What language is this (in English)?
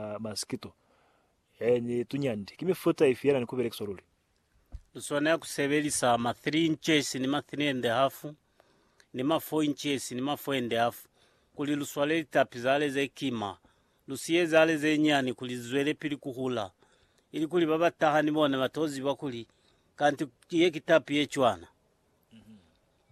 Lozi